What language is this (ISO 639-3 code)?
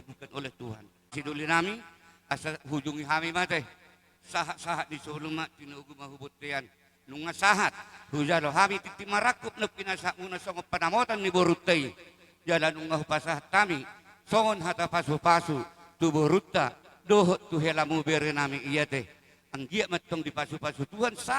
bbc